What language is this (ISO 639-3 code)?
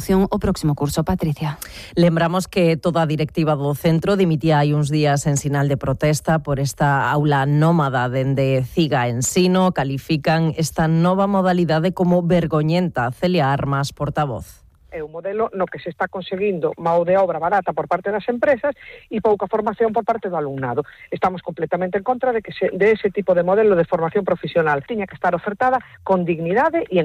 glg